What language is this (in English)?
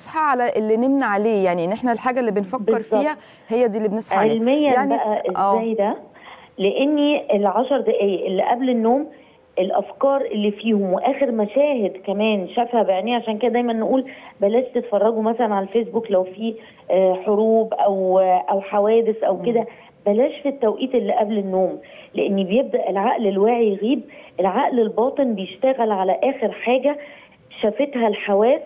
Egyptian Arabic